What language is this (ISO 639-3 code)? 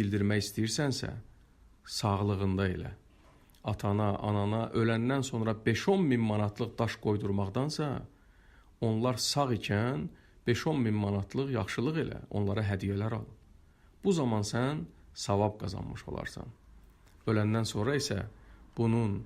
aze